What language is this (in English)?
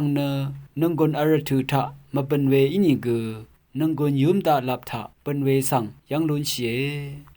Rawang